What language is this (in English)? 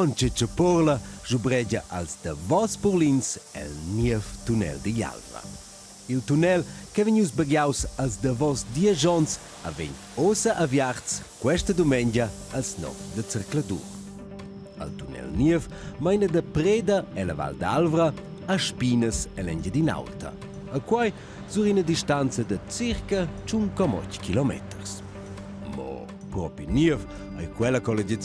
Romansh